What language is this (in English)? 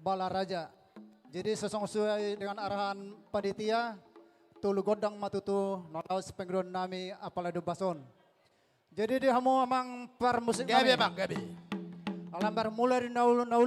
Batak Toba